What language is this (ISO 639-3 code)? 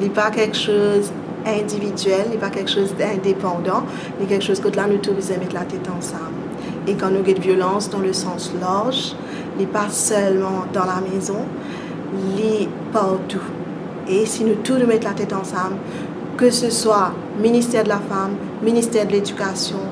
mfe